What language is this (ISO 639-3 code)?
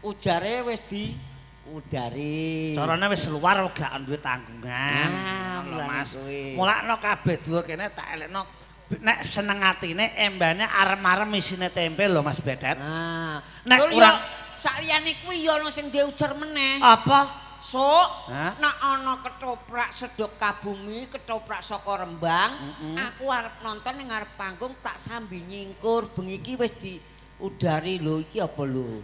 jav